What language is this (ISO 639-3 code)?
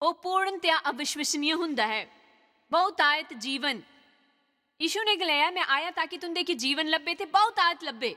doi